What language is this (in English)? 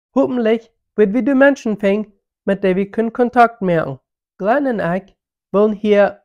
Plautdietsch